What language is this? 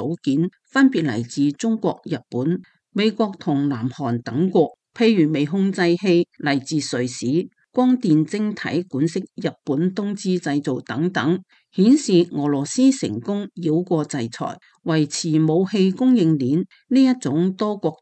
Cantonese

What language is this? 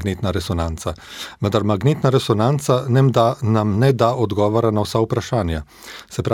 Slovenian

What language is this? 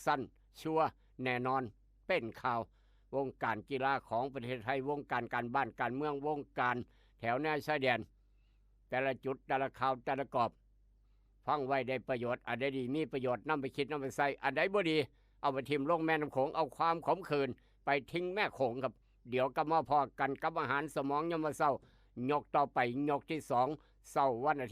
Northeastern Thai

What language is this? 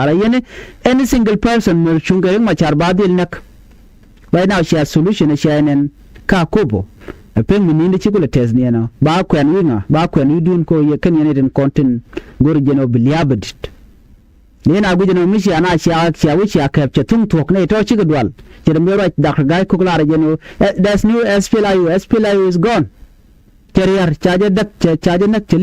Nuer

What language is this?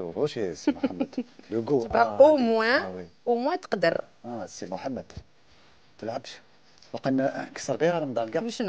Algerian Arabic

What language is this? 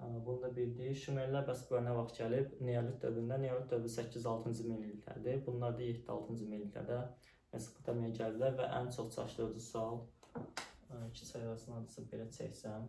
Azerbaijani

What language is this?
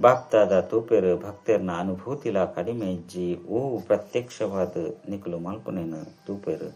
Tulu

